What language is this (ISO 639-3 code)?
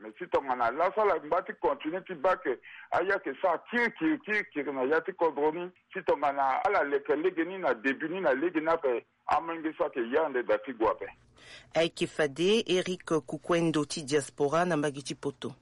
sag